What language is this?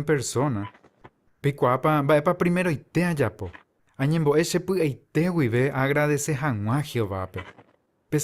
Guarani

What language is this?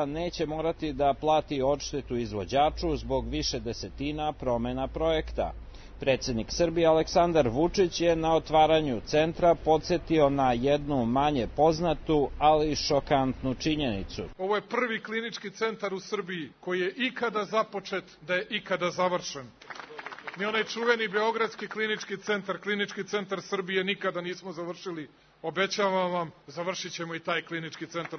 Serbian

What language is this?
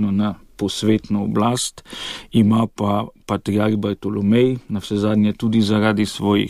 Slovenian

